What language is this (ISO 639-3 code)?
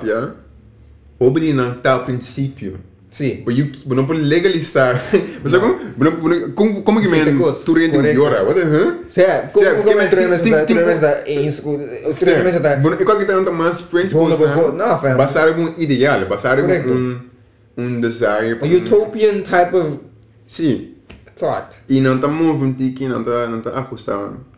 pap